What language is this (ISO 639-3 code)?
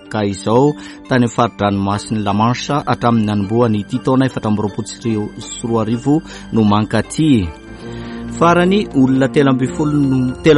mlg